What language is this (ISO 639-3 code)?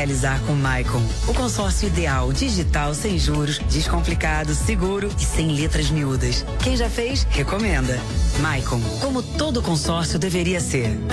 por